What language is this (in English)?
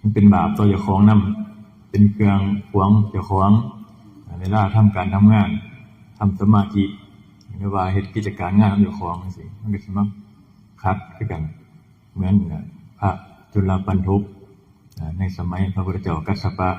Northeastern Thai